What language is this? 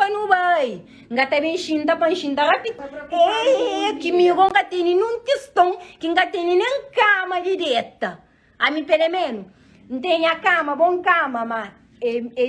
Kabuverdianu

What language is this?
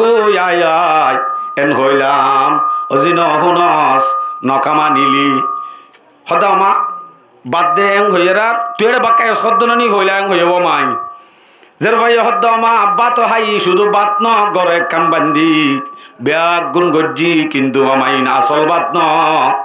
Rohingya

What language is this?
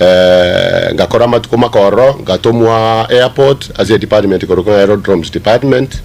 Gusii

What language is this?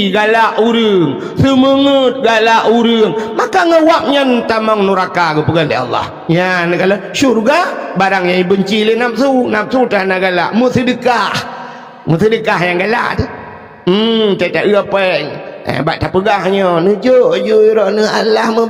Achinese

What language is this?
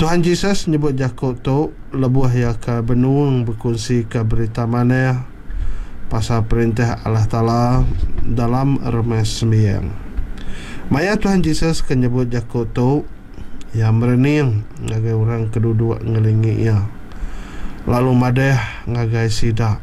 Iban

